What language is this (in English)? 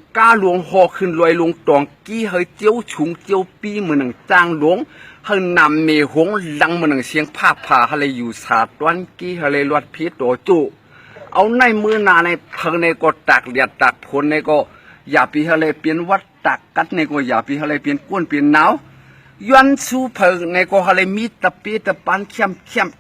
Shan